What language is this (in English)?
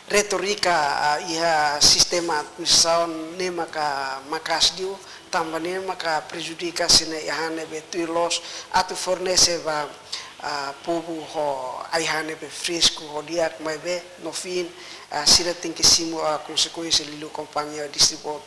Tetum